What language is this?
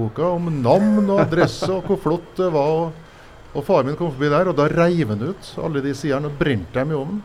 Norwegian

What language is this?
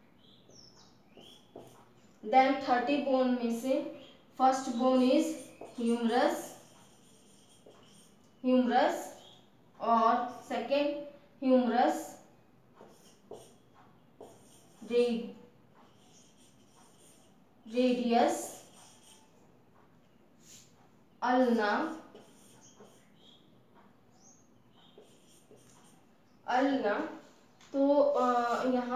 Hindi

